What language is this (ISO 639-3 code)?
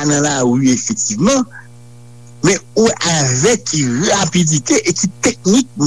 hat